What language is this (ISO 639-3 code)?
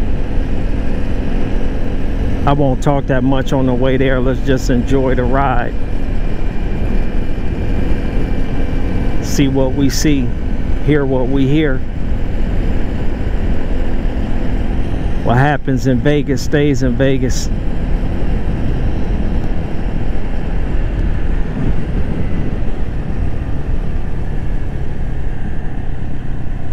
eng